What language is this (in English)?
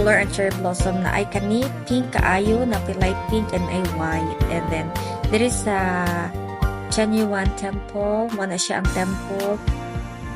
Cebuano